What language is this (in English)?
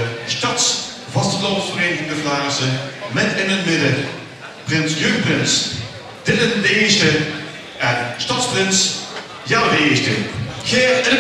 Limburgish